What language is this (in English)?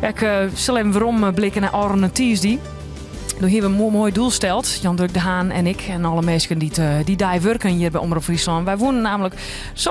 Western Frisian